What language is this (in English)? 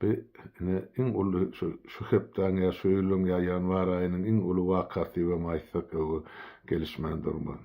Turkmen